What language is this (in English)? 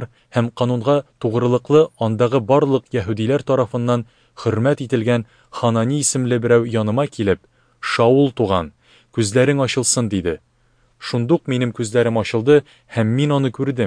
Tatar